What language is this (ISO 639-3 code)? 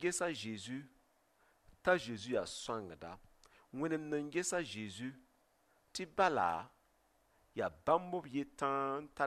mos